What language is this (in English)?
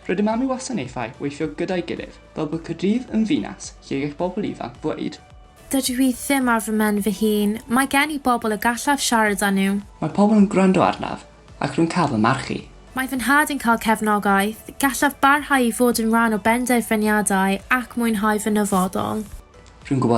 Welsh